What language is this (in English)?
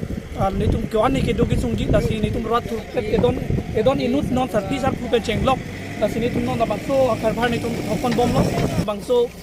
Karbi